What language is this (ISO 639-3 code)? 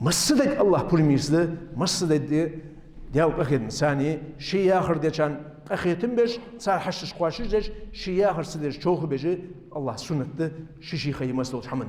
inh